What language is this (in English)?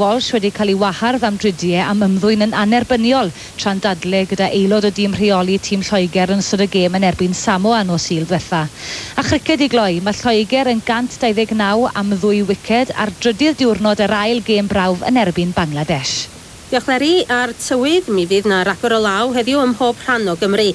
Welsh